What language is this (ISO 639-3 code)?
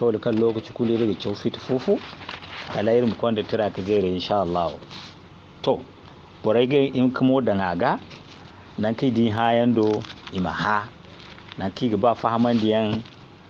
dje